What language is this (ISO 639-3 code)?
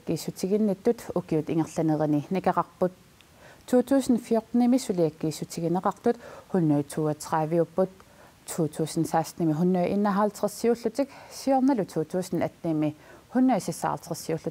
kal